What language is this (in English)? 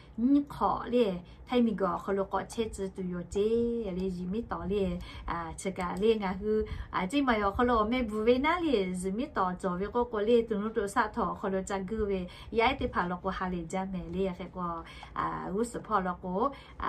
Lahu